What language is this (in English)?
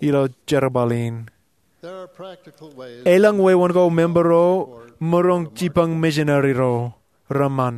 Marshallese